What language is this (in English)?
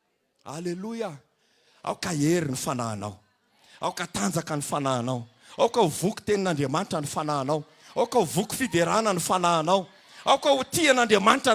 Malagasy